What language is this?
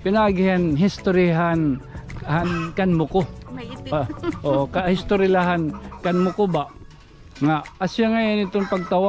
Waray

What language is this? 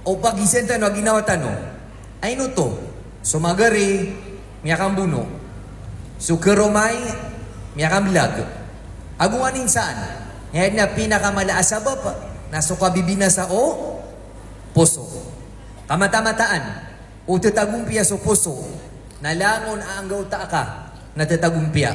Maranao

